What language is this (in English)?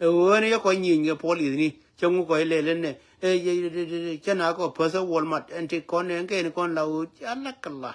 Nuer